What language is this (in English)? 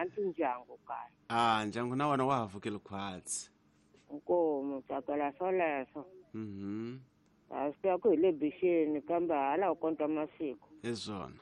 Tsonga